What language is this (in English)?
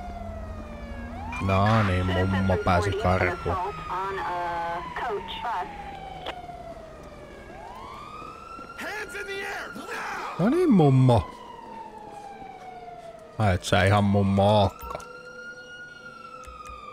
Finnish